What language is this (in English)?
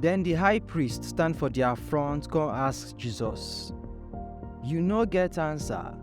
Nigerian Pidgin